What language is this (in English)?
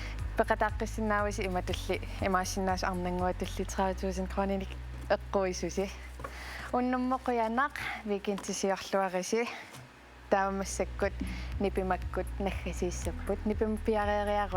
Kalaallisut